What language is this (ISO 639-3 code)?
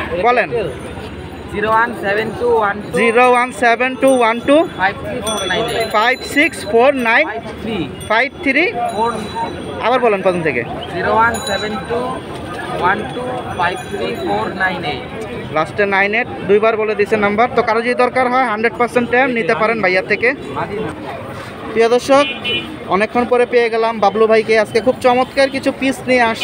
ben